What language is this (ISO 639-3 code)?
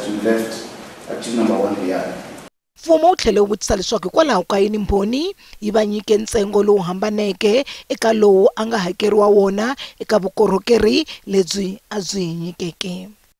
tso